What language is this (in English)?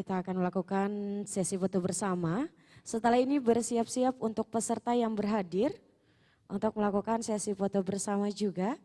Banjar